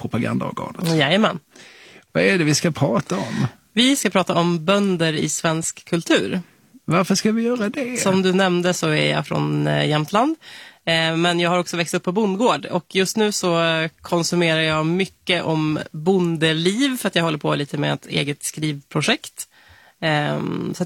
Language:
Swedish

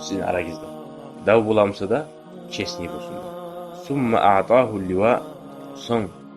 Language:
Kumyk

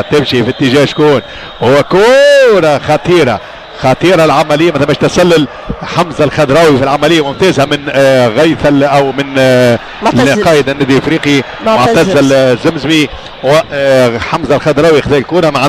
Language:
Tunisian Arabic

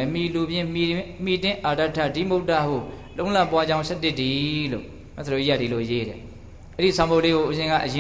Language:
Burmese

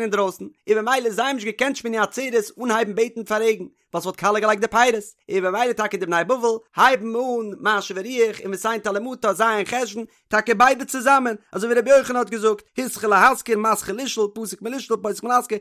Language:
Yiddish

